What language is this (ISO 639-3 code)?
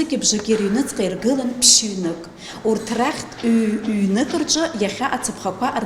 abk